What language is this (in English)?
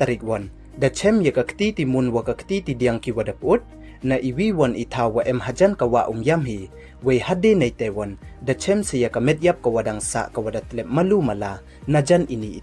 Pnar